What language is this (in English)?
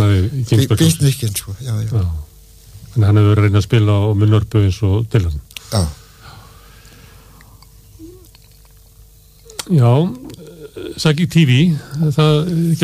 Icelandic